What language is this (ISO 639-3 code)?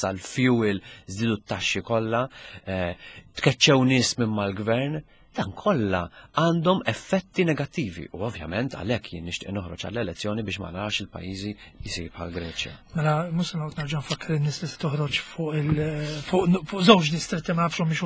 mlt